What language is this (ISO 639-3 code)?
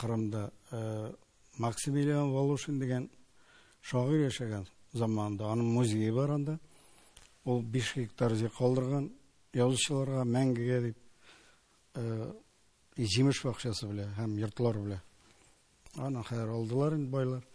tat